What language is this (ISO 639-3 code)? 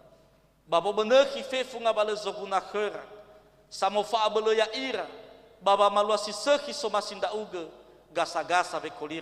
nia